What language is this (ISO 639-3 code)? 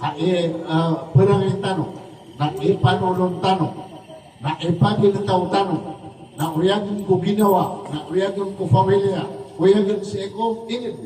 mrw